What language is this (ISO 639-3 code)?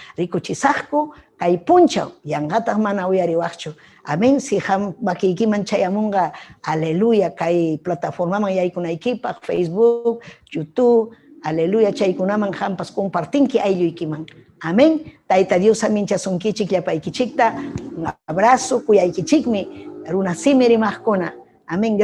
quy